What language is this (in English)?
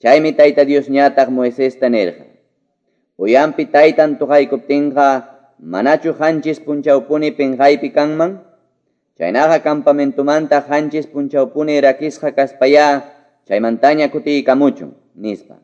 Quechua